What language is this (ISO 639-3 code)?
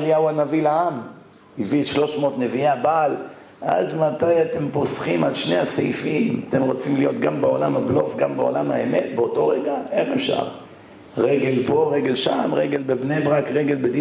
heb